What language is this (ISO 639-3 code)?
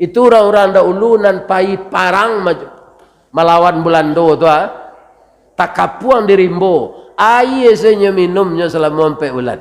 min